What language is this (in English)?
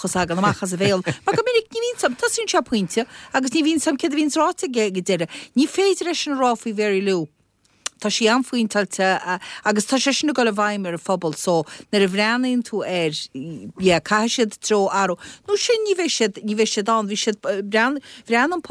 Irish